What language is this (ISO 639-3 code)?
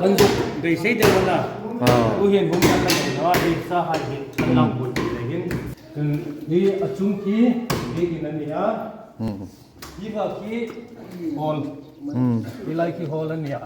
hmr